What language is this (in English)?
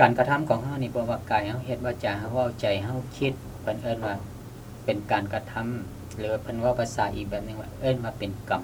Lao